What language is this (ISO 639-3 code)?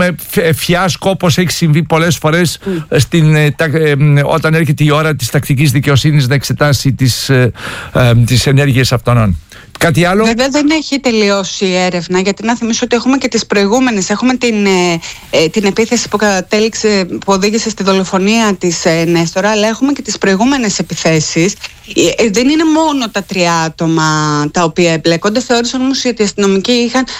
ell